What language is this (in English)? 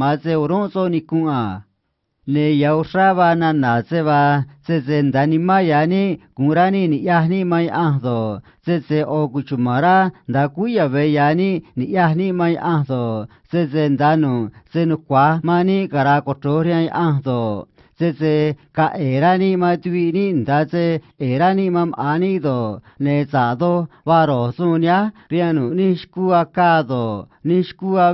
Copala Triqui